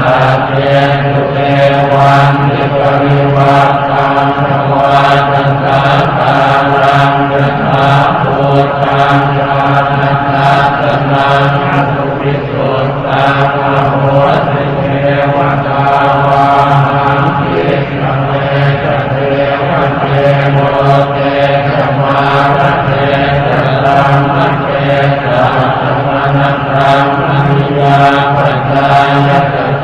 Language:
Pali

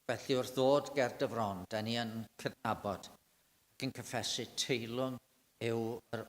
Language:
Welsh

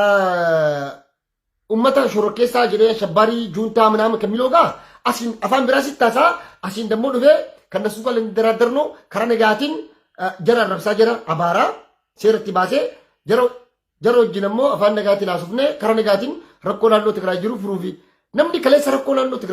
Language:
Oromo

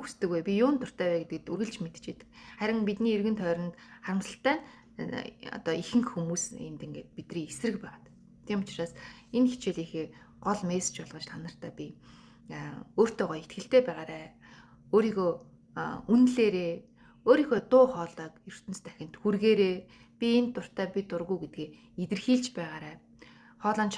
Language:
Mongolian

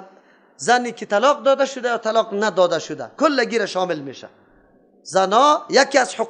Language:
Persian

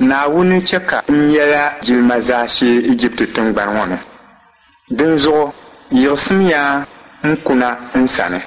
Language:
Dagbani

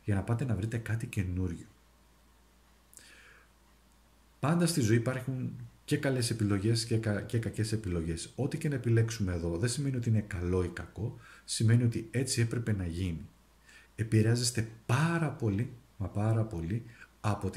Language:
Greek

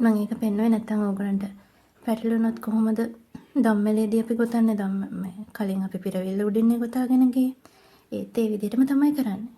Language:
Sinhala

